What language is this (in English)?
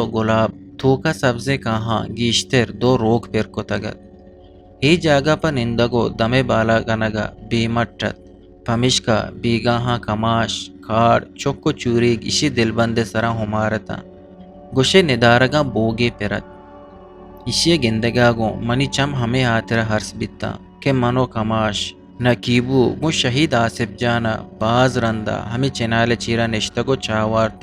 Eastern Balochi